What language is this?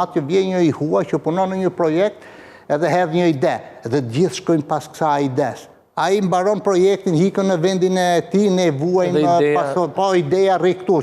Albanian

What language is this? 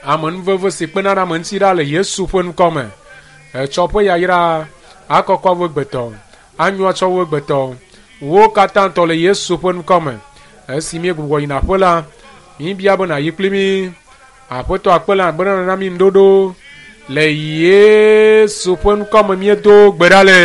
Ewe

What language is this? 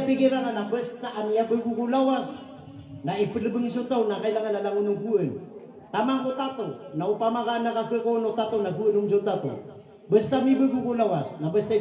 Maranao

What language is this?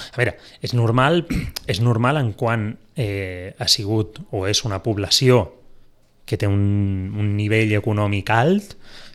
Catalan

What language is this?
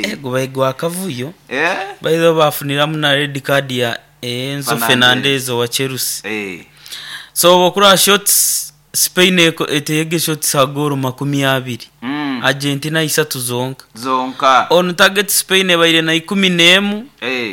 Nyoro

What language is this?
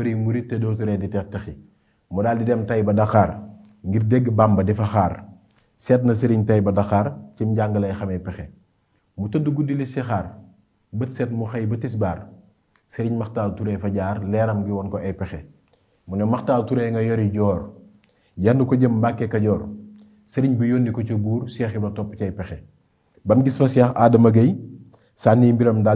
Wolof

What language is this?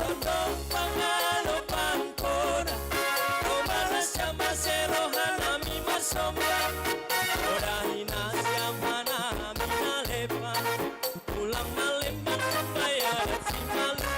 Batak Simalungun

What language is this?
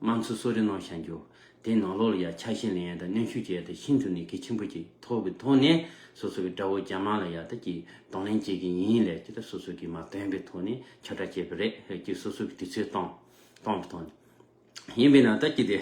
Tibetan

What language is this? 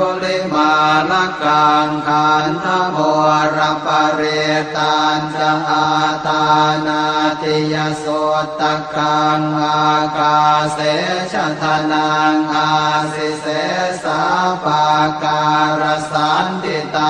Pali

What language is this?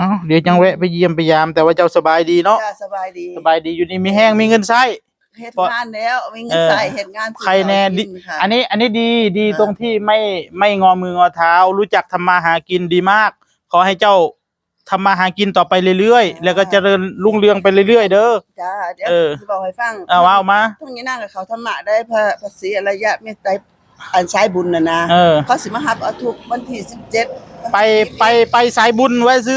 Northeastern Thai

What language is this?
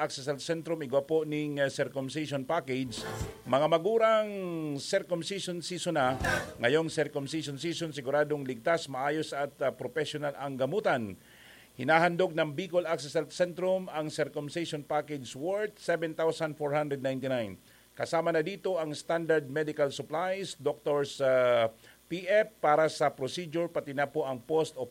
Bikol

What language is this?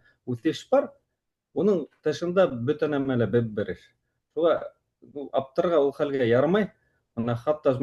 Bashkir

